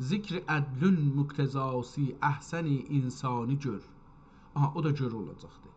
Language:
South Azerbaijani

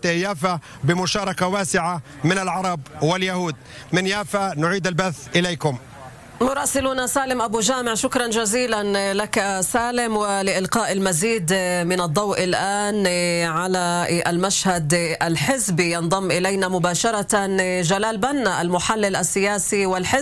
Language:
Arabic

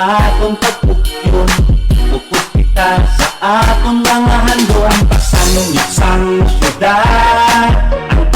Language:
Hiligaynon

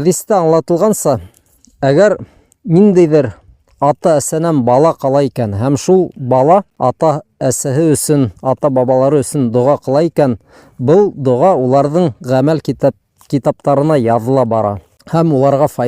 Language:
Bashkir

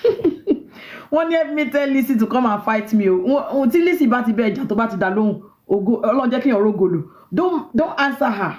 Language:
Yoruba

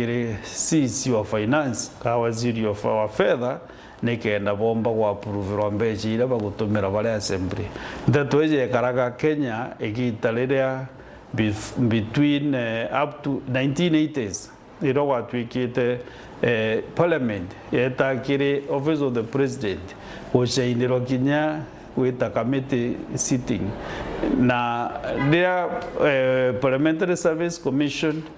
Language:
Meru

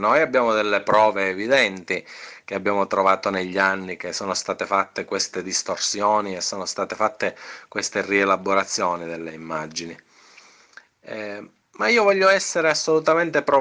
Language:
Italian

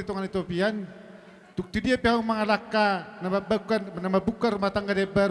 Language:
Batak Toba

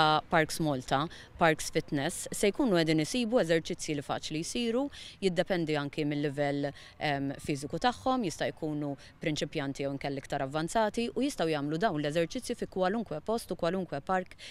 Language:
Maltese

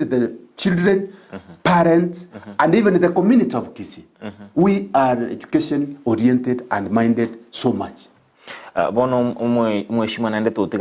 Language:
Gusii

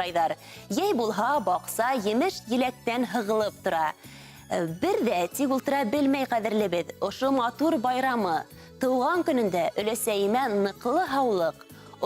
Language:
Bashkir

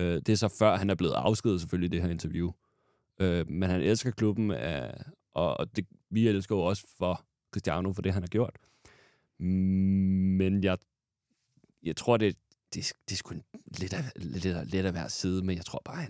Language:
Danish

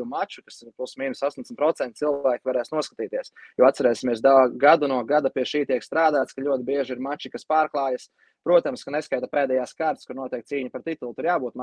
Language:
Latvian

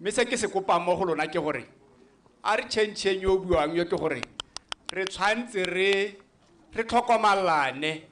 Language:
Tswana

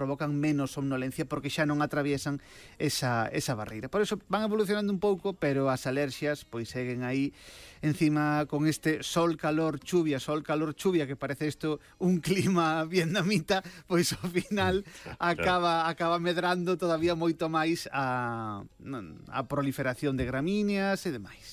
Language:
Galician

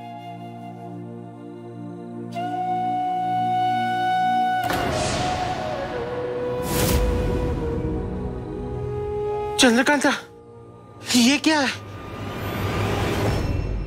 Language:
Hindi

